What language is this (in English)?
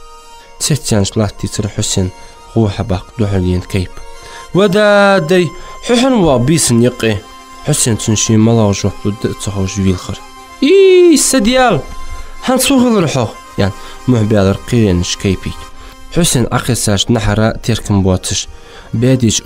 Ingush